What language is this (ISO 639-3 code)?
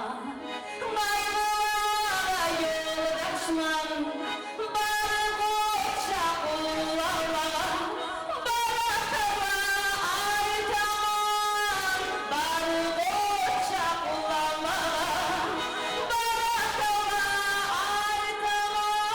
kum